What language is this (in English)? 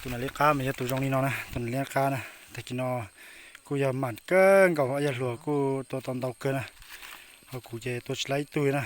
Hmong